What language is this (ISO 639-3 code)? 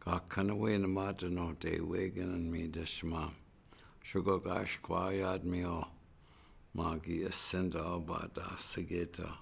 ciw